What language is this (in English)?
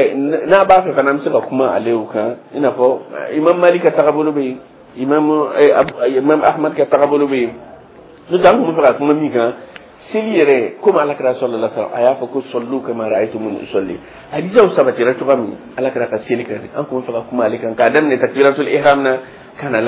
Dyula